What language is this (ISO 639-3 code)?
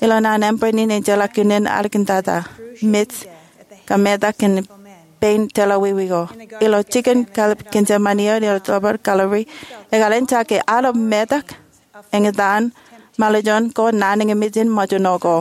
mah